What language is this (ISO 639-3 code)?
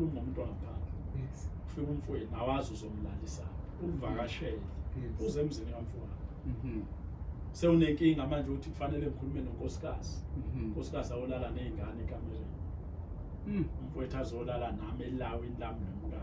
zul